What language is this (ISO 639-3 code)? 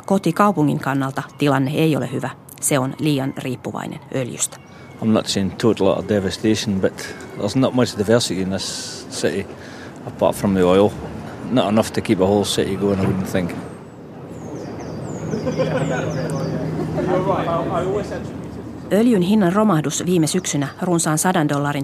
fin